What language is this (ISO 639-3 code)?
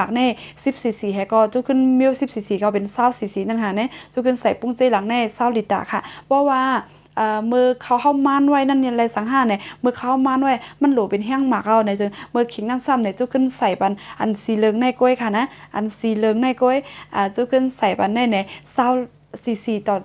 shn